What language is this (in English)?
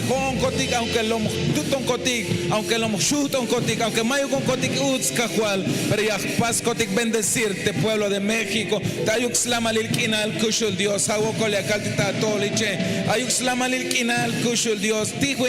Tzeltal